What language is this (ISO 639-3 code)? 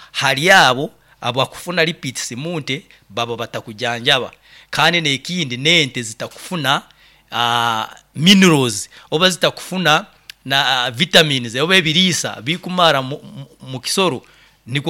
nyo